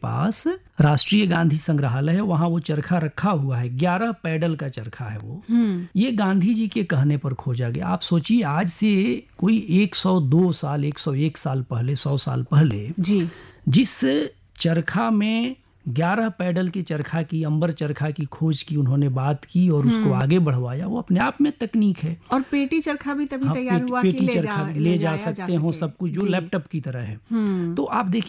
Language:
Hindi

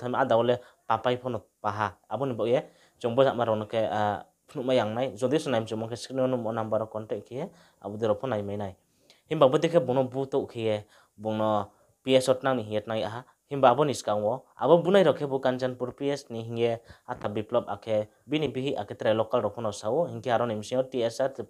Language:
Riang (India)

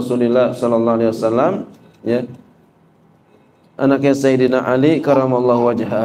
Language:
Indonesian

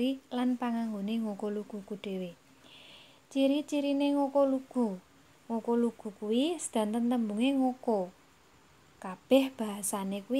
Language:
Javanese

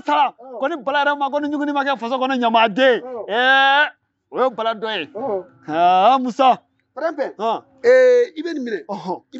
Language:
Bambara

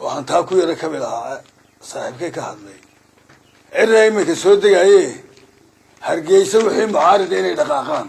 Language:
Somali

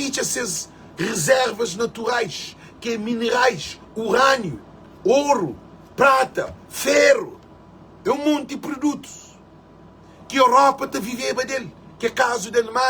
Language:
Kabuverdianu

